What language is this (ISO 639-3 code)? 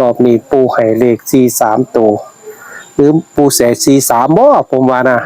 tts